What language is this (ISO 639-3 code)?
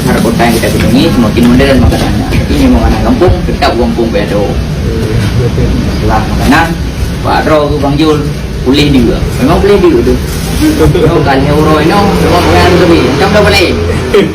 ace